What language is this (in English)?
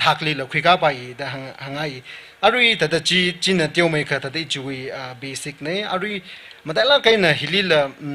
Tangkhul Naga (India)